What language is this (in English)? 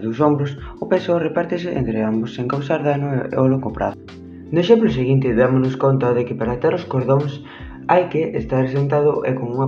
Galician